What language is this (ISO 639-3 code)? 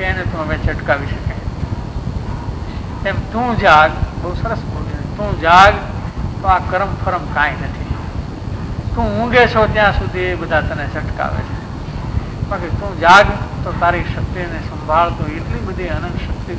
guj